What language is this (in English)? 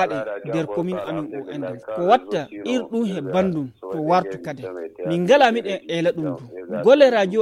Fula